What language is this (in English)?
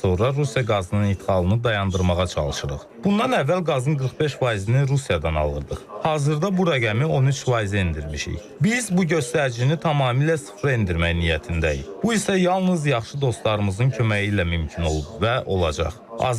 Azerbaijani